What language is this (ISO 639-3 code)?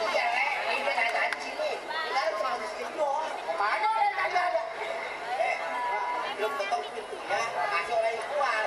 bew